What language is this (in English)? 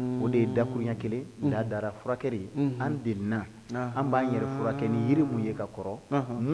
Bambara